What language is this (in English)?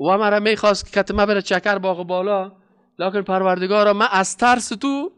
Persian